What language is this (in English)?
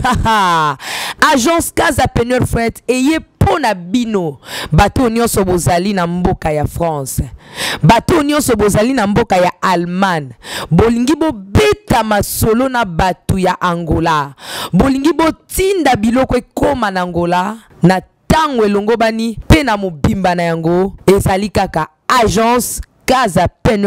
Lingala